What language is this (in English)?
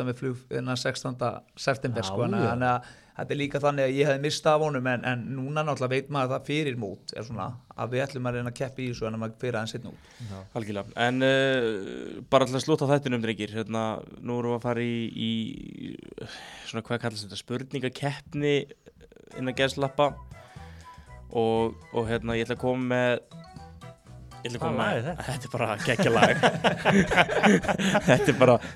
Icelandic